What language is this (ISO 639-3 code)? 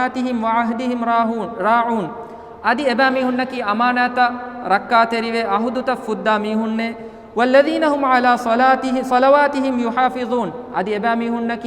div